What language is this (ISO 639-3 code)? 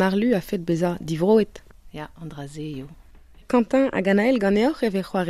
bre